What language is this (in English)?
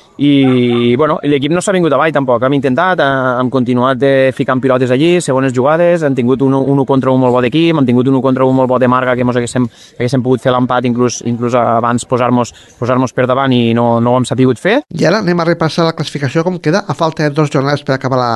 Catalan